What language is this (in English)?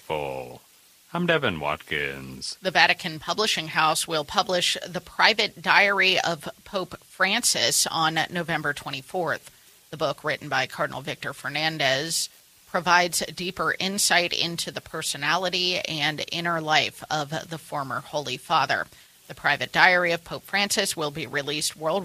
English